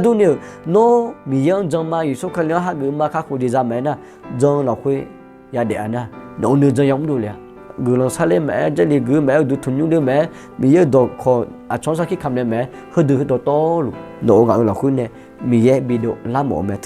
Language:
Akha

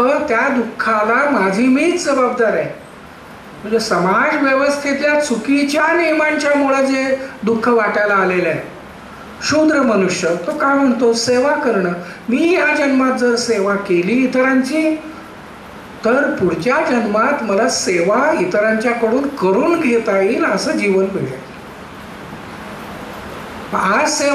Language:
Marathi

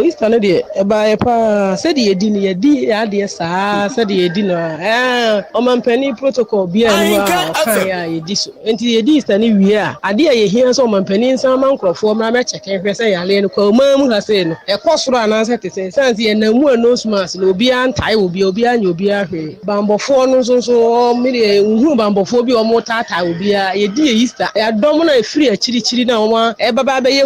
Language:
Akan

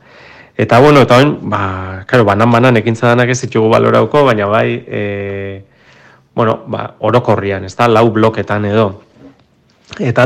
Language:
Basque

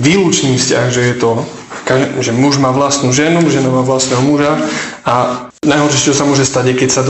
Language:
Slovak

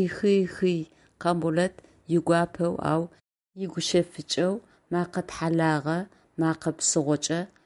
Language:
Adyghe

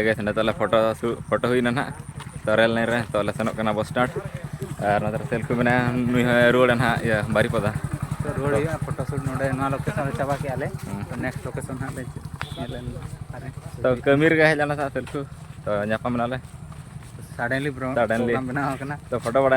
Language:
Santali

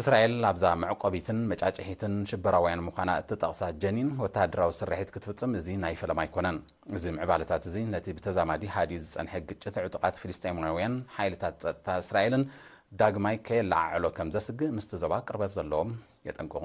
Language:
Tigrinya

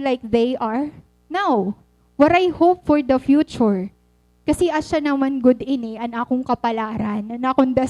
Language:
Waray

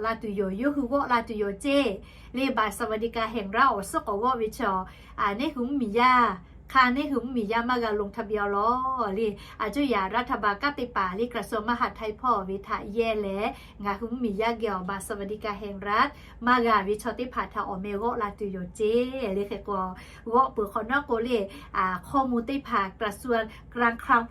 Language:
Lahu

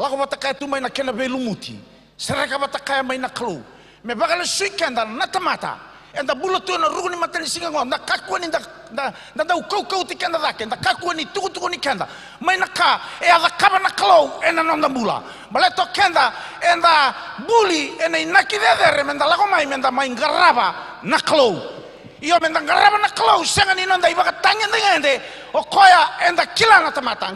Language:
Fijian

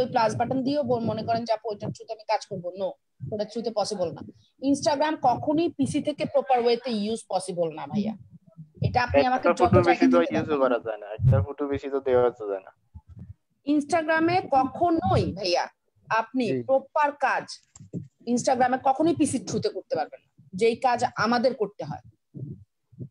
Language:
Bangla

